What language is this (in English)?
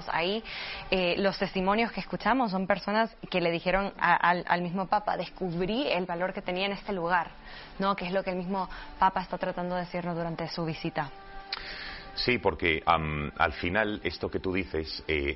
Spanish